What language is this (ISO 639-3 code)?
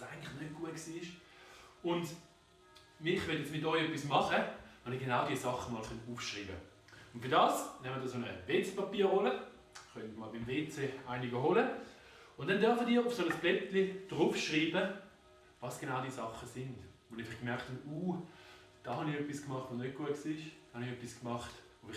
gsw